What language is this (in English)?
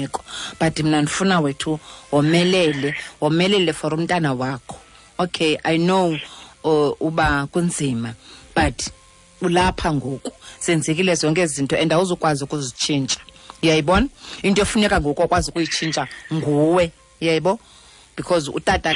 Xhosa